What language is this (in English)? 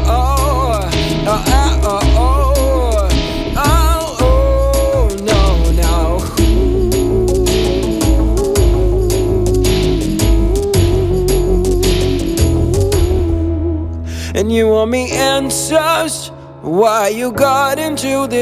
Hebrew